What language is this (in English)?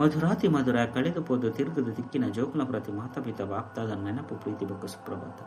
Tulu